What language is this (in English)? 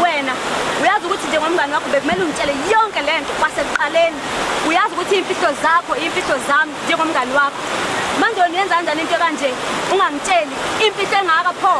Zulu